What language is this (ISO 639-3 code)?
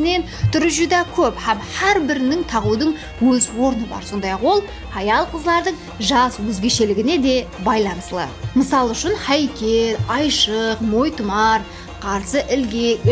kaa